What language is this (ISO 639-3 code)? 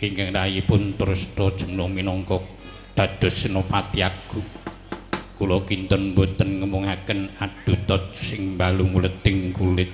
jav